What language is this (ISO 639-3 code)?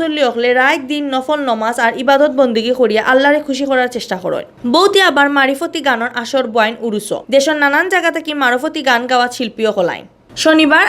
syl